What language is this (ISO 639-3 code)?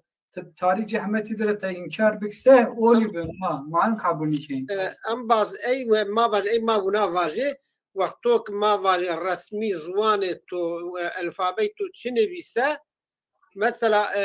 zza